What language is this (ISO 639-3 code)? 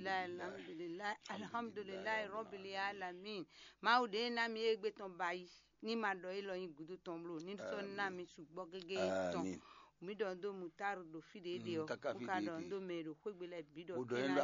fon